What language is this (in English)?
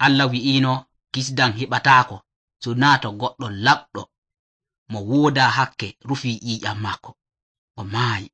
Nigerian Fulfulde